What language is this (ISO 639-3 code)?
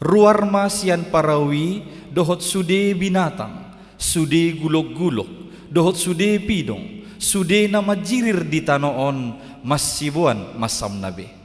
bbc